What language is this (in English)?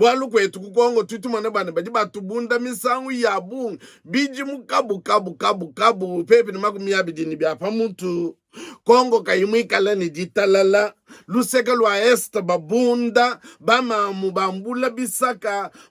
Luba-Lulua